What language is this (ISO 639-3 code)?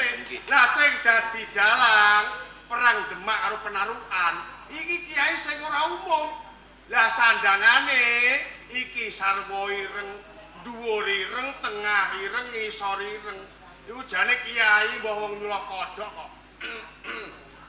jav